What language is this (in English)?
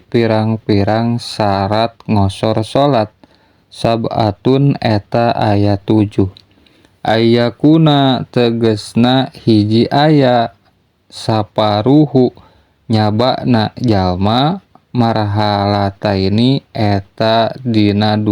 Sundanese